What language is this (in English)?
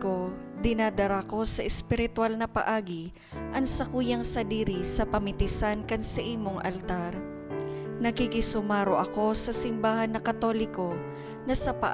Bikol